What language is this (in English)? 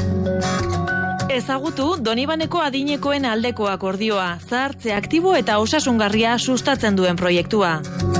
Basque